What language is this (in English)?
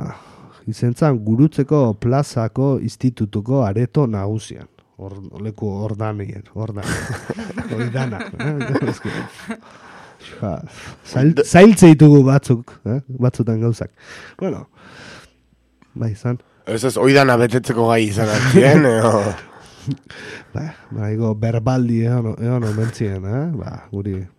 Basque